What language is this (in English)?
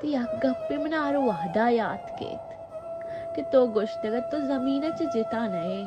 Baluchi